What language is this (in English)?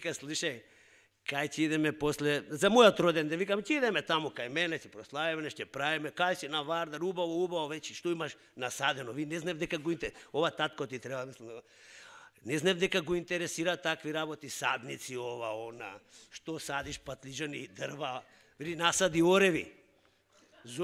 Macedonian